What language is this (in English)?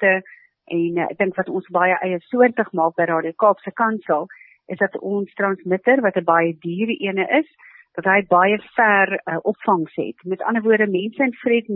Afrikaans